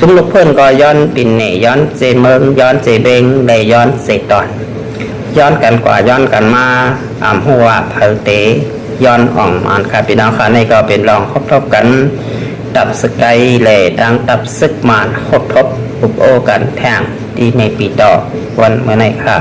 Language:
Shan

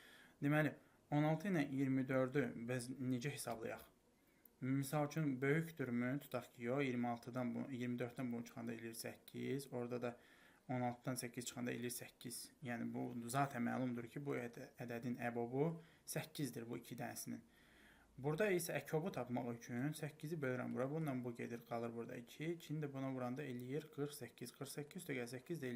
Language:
Azerbaijani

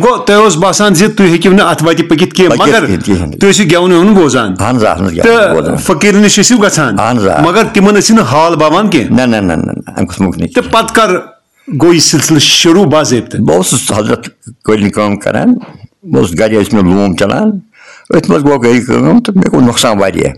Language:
Kashmiri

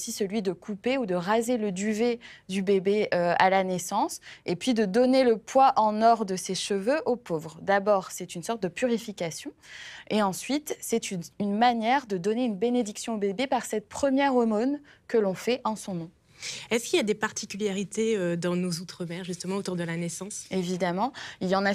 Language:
French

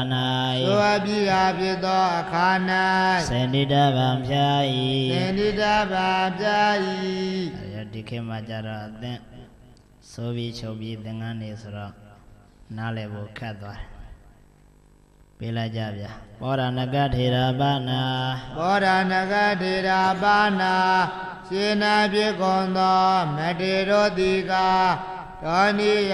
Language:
Burmese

